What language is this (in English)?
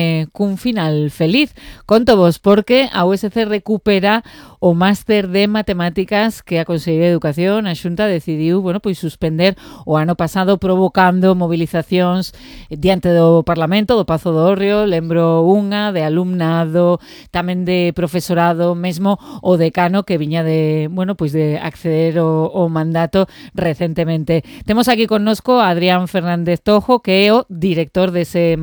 Galician